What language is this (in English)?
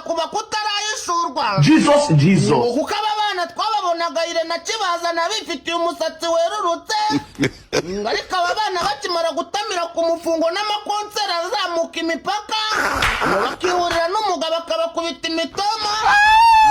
Kinyarwanda